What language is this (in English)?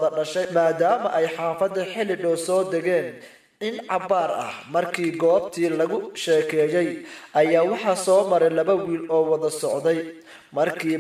Somali